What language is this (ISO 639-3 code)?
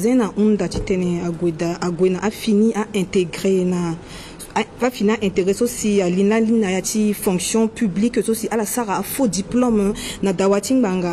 sag